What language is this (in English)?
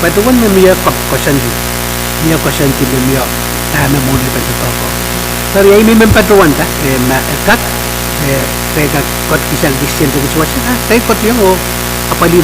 Pohnpeian